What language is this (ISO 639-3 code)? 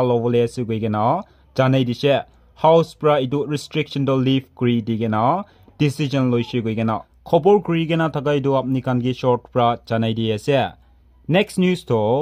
nag